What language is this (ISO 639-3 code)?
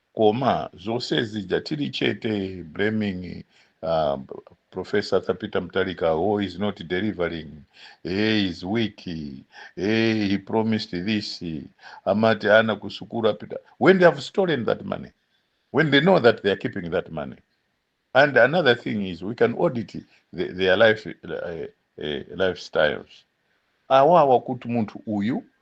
nya